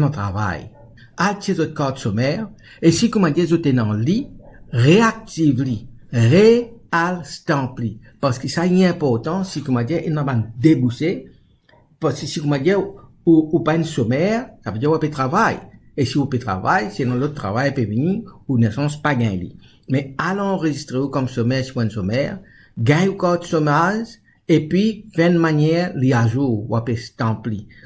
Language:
Morisyen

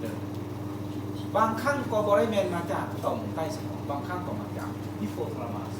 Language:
Lao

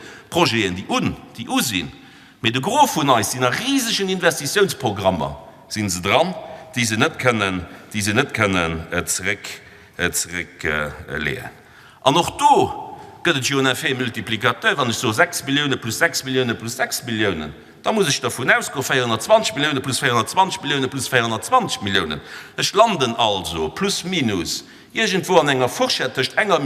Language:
Luxembourgish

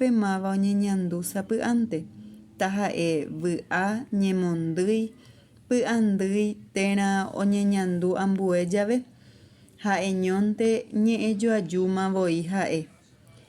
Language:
Guarani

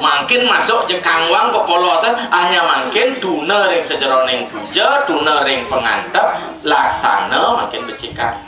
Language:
Balinese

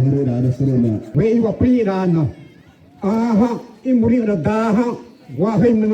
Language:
Xavánte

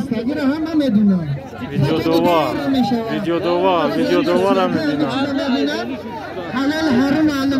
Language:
Tajik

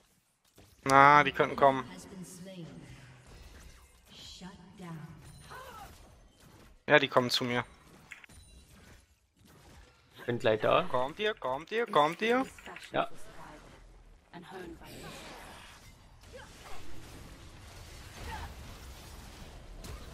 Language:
German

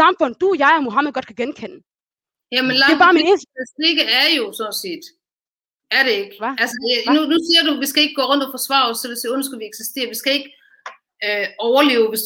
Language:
Danish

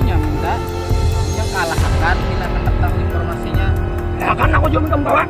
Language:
Banjar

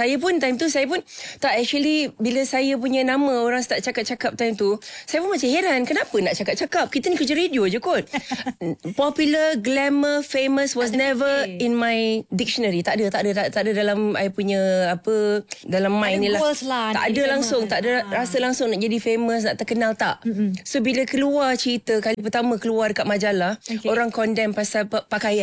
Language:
Malay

